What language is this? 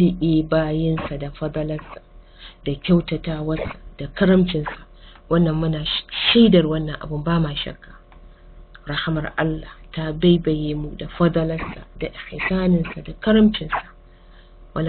Hausa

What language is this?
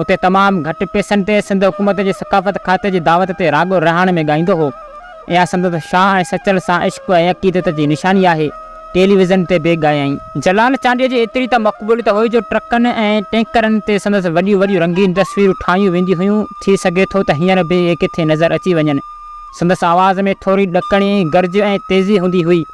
Sindhi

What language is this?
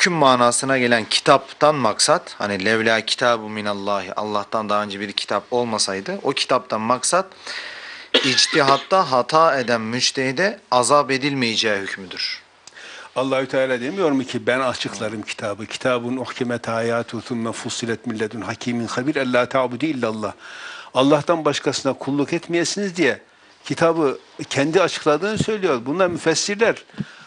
Turkish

